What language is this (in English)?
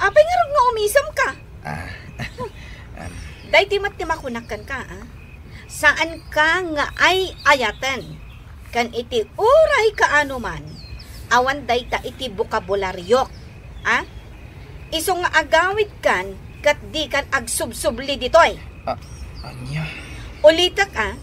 Iloko